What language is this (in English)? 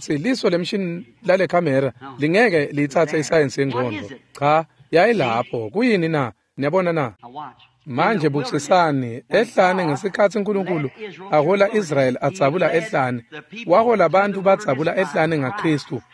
Swati